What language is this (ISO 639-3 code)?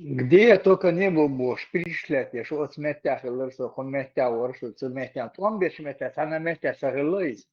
che